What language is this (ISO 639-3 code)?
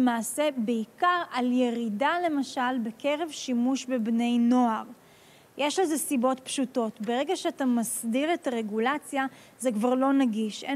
heb